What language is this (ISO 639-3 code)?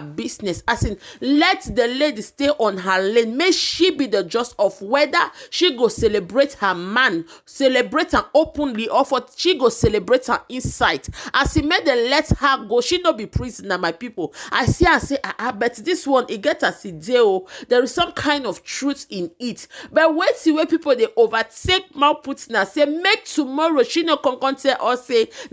pcm